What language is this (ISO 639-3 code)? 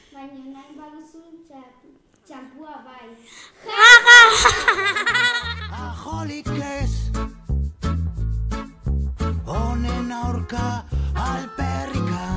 eus